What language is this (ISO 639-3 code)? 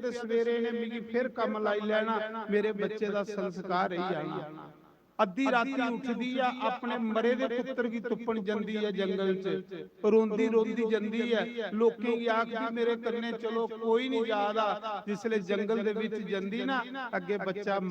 doi